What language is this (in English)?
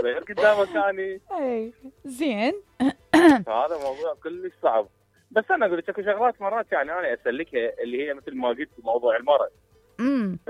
Mesopotamian Arabic